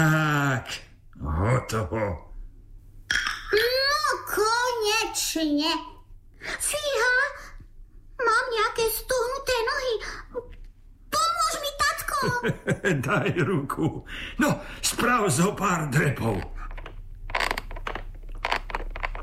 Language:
Slovak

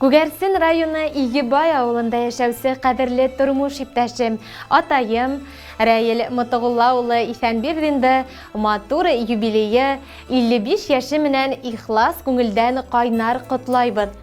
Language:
Bashkir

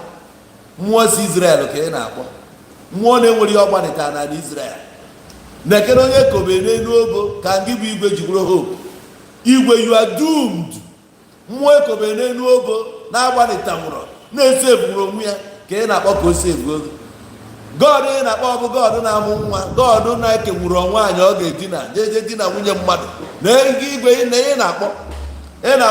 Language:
Igbo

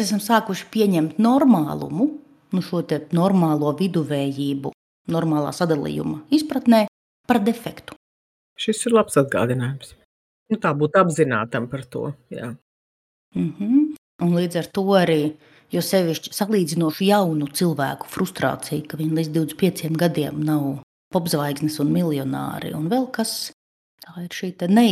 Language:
Latvian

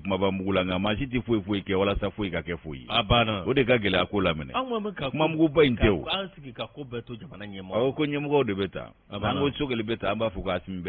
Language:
Bambara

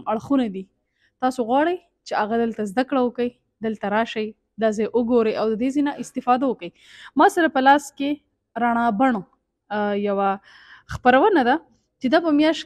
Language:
Pashto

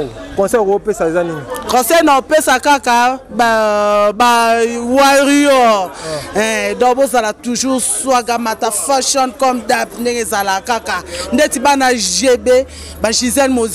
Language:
Lingala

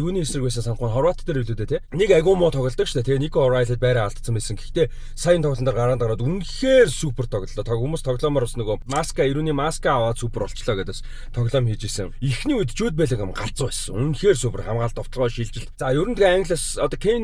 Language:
Mongolian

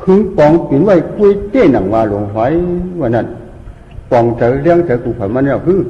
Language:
Shan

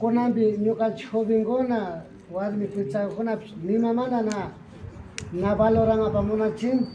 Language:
Imbabura Highland Quichua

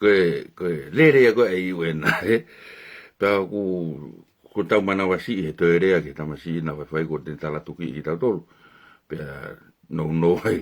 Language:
Tongan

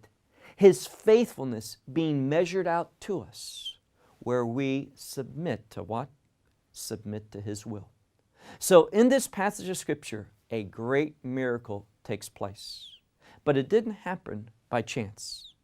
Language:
English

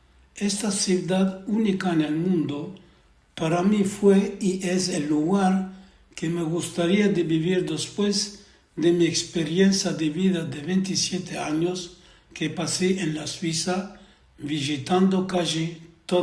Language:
Ladino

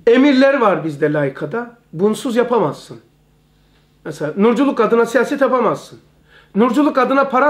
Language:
Turkish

